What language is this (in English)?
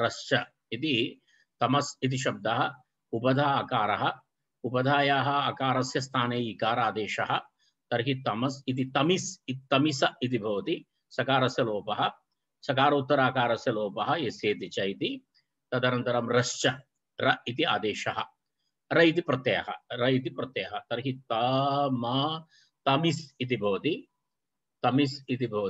Sanskrit